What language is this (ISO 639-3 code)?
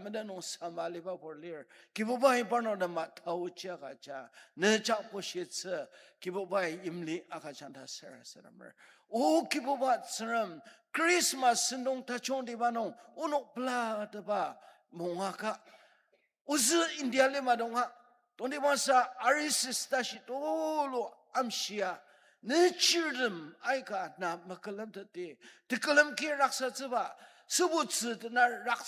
njo